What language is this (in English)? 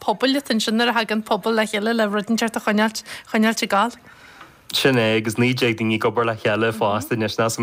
Irish